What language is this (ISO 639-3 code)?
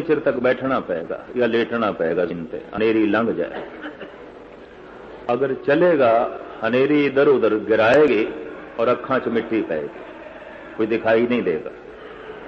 pan